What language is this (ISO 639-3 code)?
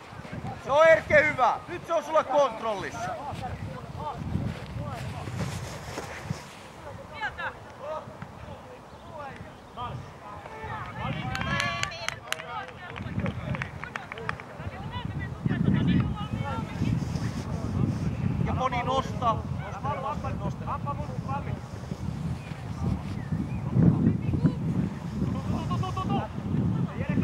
fin